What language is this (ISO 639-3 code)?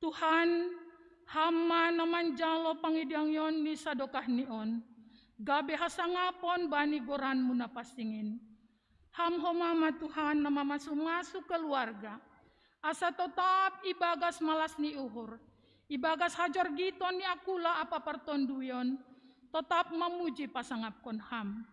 bts